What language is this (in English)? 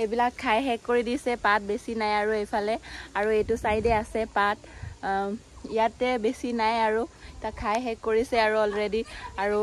Assamese